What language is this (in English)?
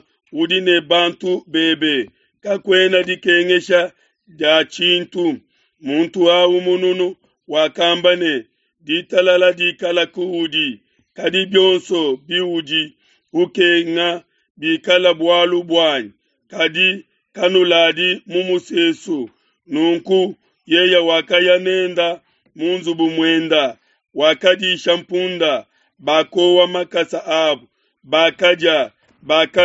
Luba-Lulua